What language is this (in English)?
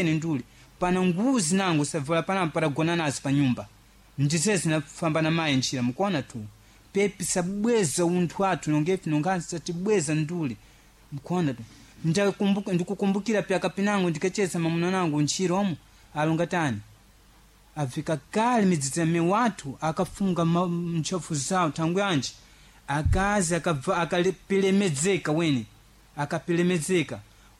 Sena